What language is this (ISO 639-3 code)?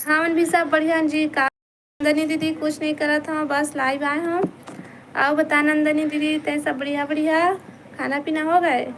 hne